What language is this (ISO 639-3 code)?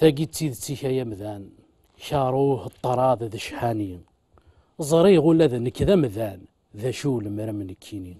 kab